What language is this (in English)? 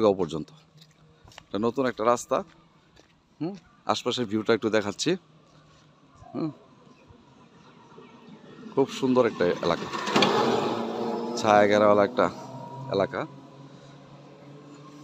Bangla